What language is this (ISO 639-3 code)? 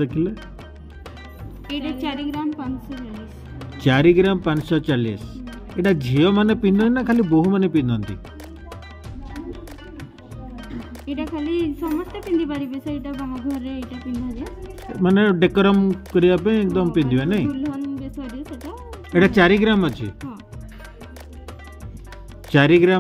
ori